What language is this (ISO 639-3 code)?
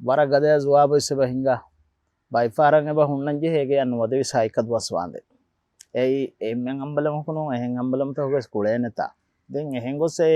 div